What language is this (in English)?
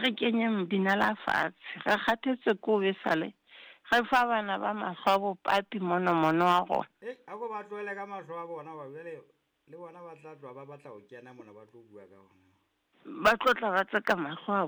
Southern Sotho